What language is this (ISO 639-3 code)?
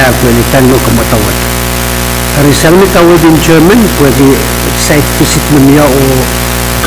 pon